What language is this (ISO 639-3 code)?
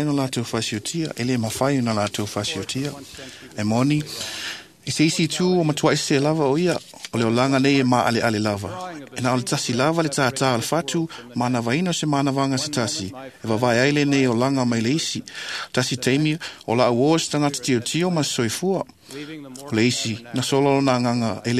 smo